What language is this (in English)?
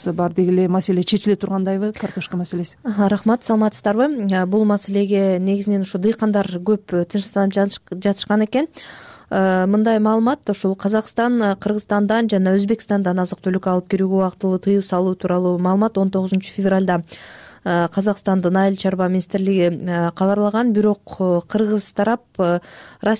Kyrgyz